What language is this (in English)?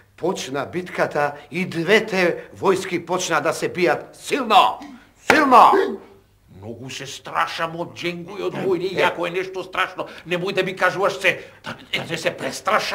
Macedonian